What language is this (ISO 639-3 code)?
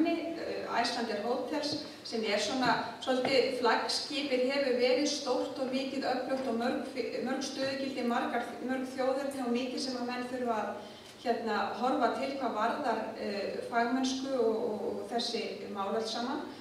isl